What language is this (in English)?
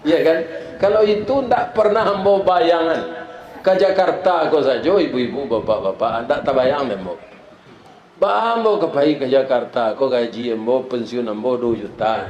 Minangkabau